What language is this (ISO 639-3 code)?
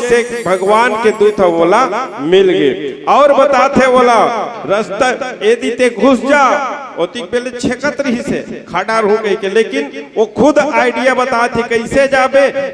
hne